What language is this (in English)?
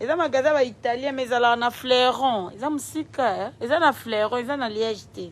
Lingala